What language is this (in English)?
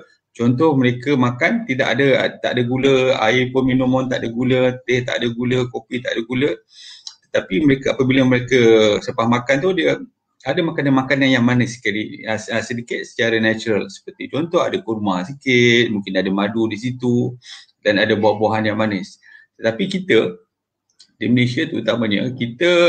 Malay